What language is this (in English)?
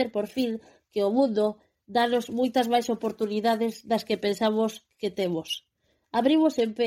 Galician